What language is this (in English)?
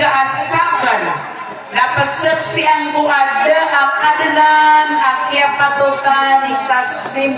Maranao